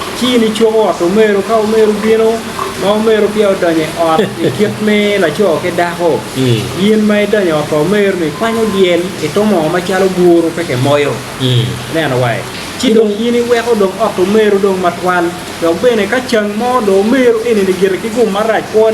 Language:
Acoli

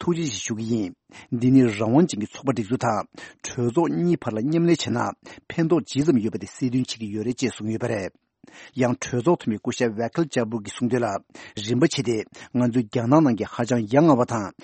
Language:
Tibetan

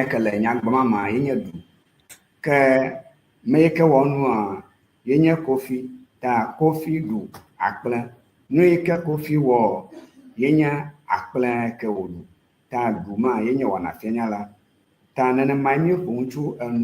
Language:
Ewe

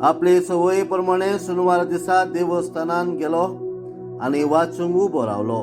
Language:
Konkani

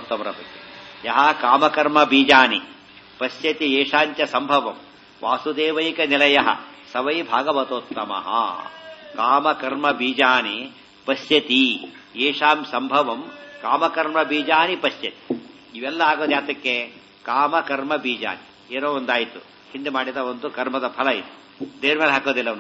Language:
Kannada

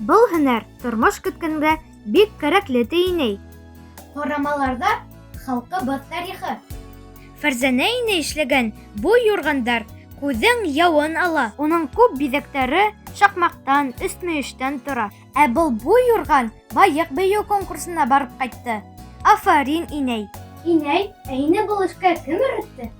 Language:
Bashkir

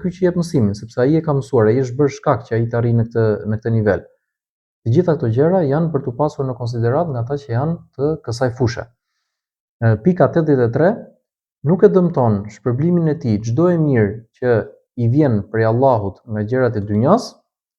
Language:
Albanian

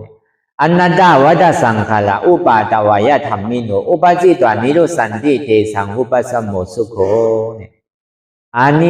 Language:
Shan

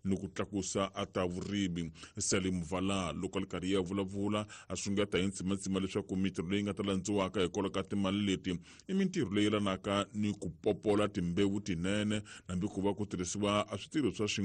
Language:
Tsonga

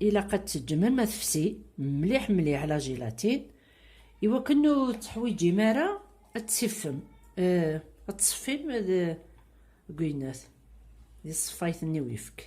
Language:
Kabyle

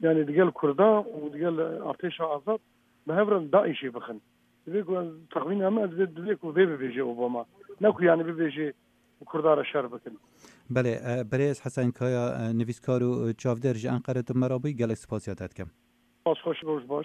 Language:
Kurdish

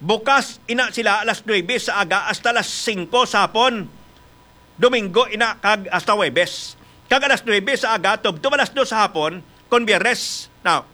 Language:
Hiligaynon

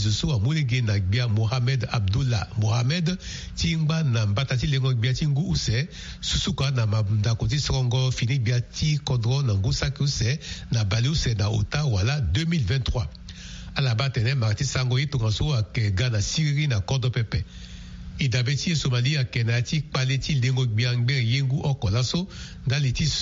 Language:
Sango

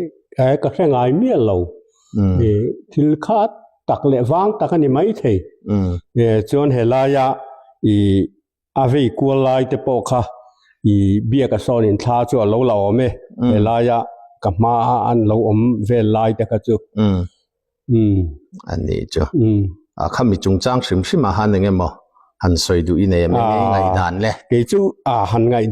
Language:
Hakha Chin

